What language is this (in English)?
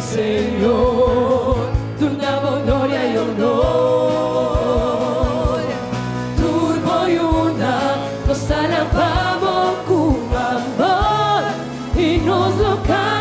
Papiamento